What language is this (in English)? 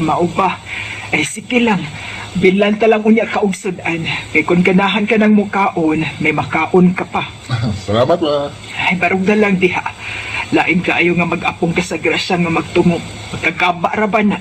Cebuano